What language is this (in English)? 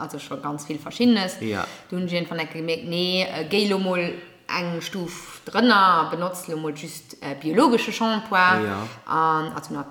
Luxembourgish